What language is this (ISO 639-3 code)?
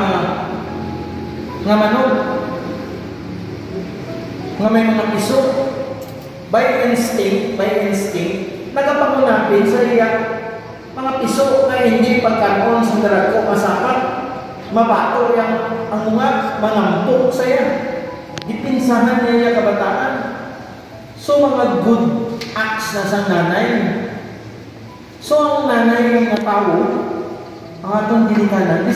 hil